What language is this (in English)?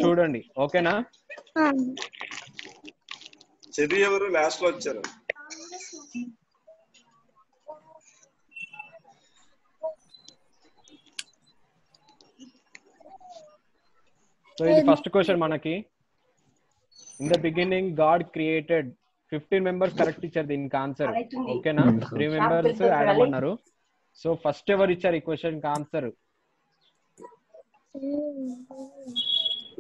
Telugu